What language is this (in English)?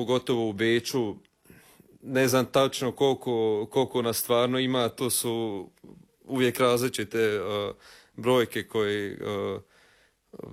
Croatian